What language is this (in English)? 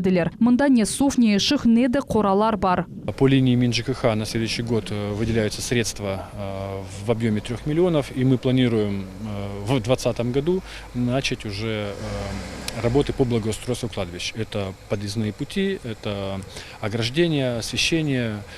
Crimean Tatar